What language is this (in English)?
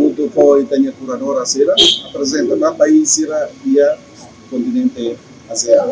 Tetum